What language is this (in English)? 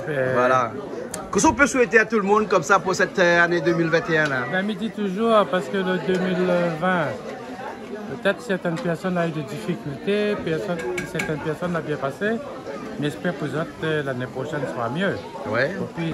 Réunion Creole French